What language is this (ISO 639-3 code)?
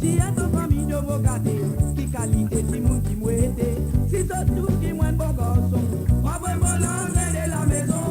mfe